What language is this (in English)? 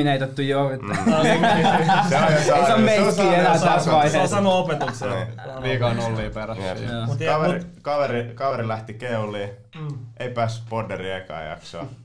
Finnish